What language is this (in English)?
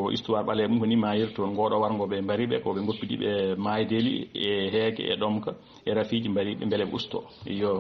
Fula